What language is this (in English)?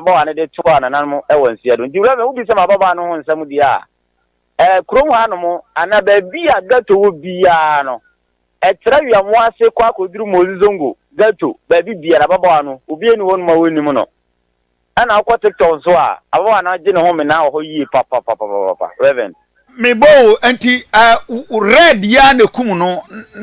Akan